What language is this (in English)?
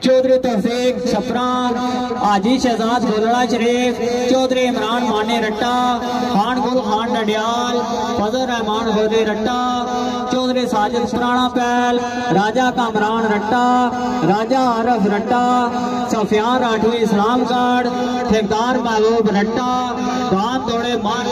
Pahari-Potwari